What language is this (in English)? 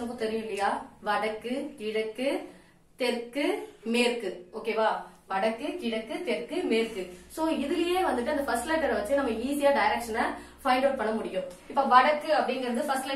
Tamil